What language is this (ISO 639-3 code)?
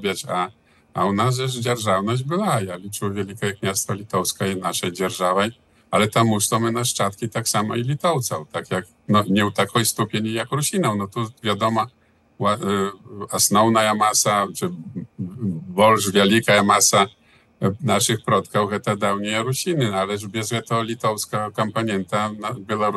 bel